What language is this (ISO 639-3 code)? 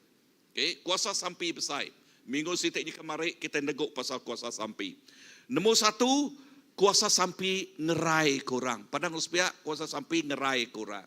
iba